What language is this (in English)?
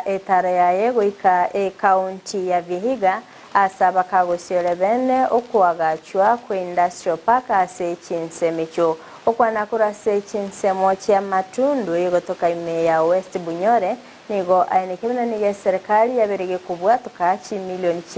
Gusii